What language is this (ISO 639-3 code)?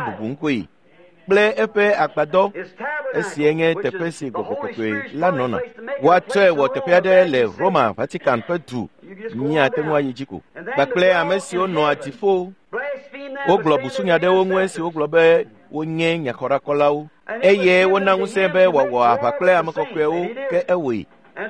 ewe